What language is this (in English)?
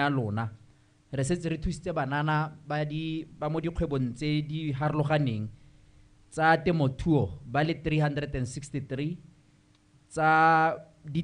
Tswana